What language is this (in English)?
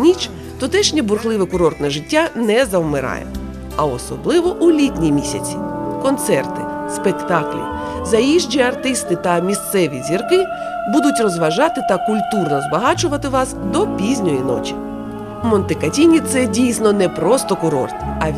Ukrainian